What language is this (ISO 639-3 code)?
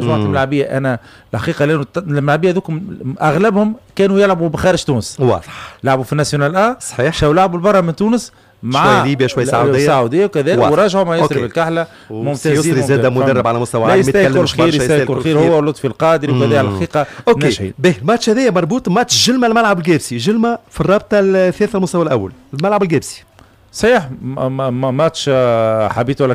aeb